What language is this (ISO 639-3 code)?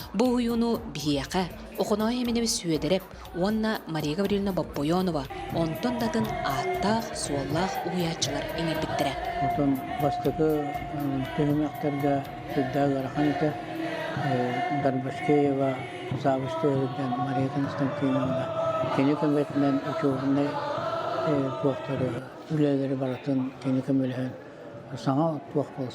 sah